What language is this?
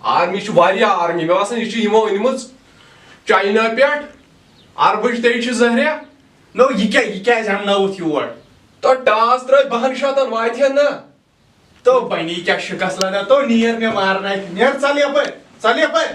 Kashmiri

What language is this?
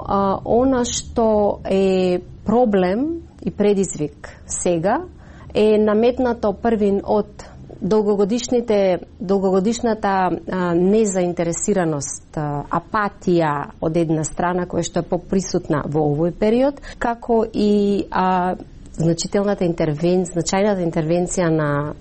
Macedonian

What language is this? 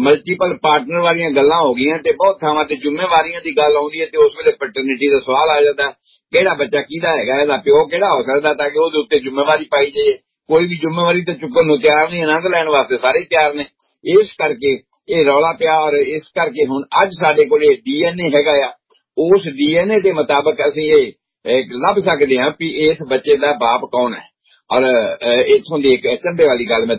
Punjabi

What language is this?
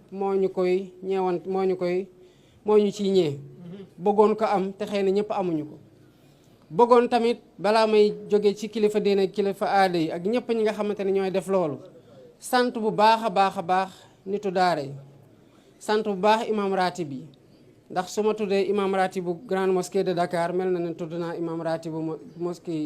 Wolof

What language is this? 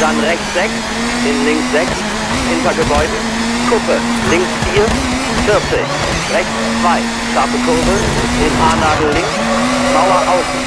Bavarian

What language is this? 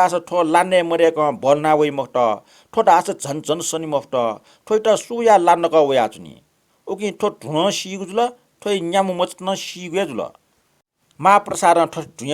Newari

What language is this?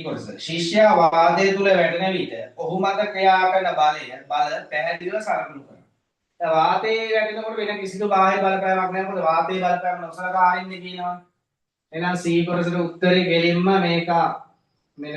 Sinhala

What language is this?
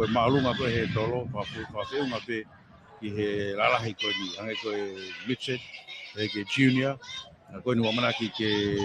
Tongan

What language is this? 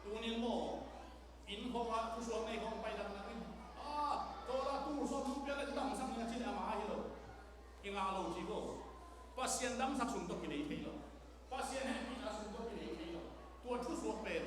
Tedim Chin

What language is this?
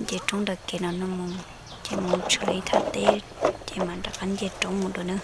Hmong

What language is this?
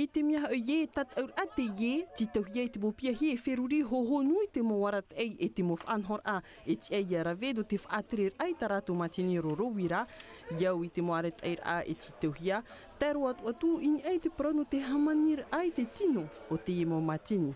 Tahitian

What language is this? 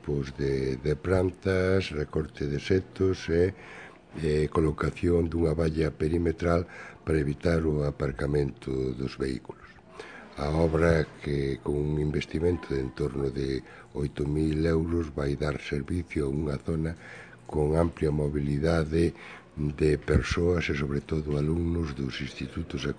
Galician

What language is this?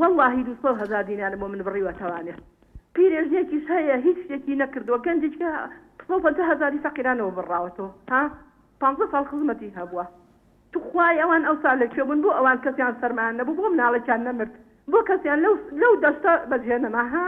Central Kurdish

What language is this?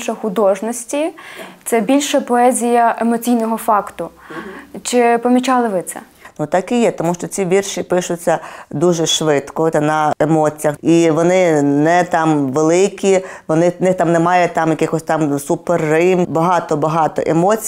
Ukrainian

